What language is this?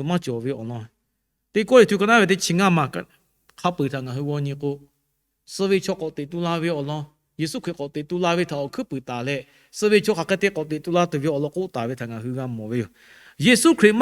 Lahu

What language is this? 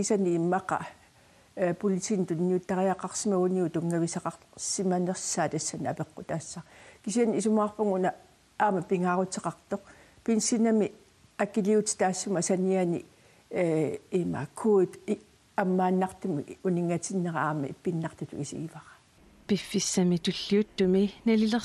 Kalaallisut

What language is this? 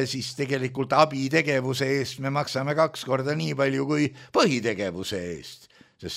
Estonian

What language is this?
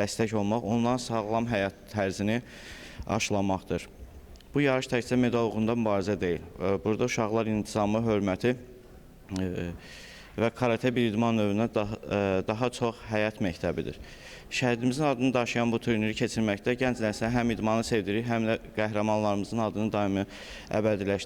Azerbaijani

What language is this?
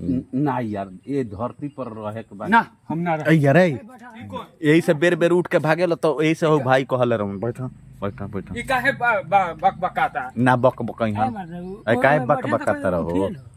Bhojpuri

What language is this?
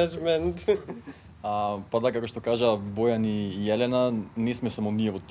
Macedonian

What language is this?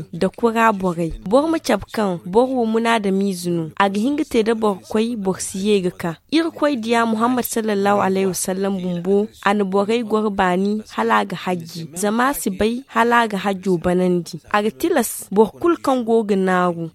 Zarma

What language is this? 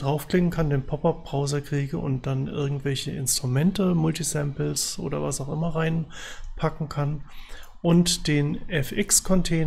German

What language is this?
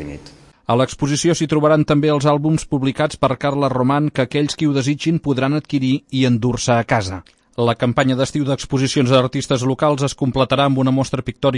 Catalan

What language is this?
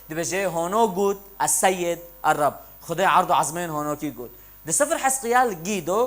Kurdish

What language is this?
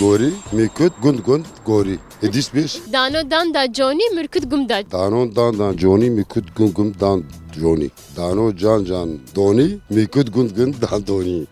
Kurdish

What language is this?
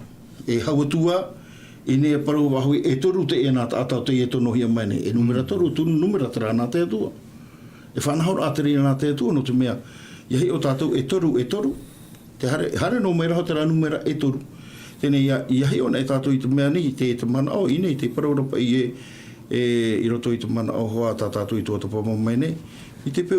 Tahitian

